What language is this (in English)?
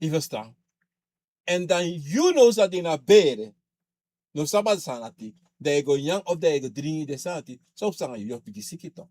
Sranan Tongo